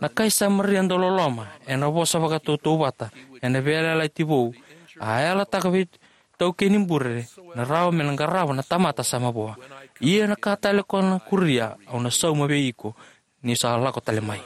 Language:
Fijian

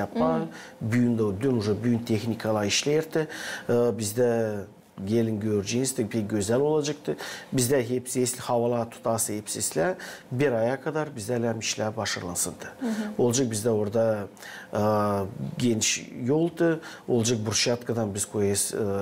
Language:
Gagauz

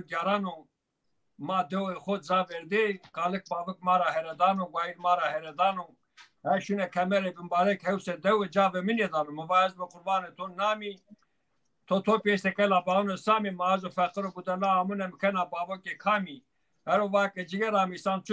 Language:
Zaza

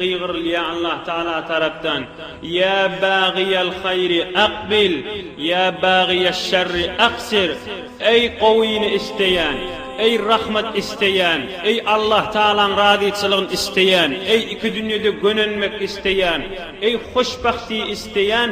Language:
Turkmen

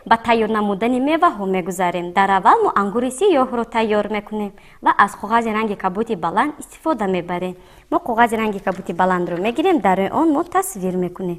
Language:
Tajik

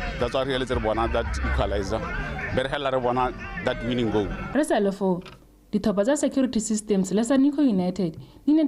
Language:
Tswana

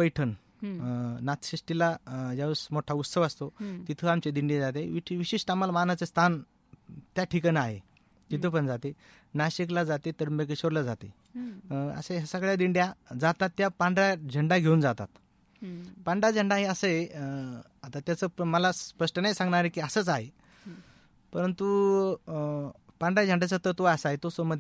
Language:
Marathi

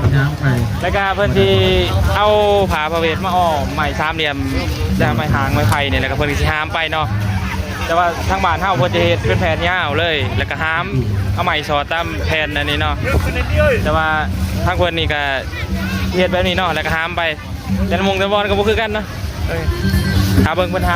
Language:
Lao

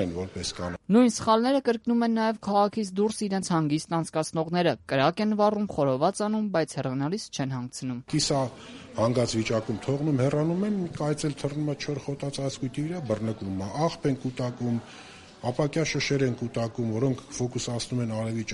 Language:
Armenian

